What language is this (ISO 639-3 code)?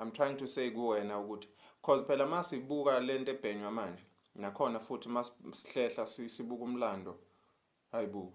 zul